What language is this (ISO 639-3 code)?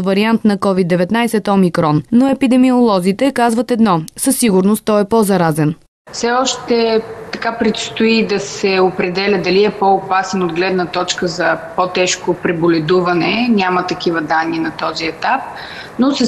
bul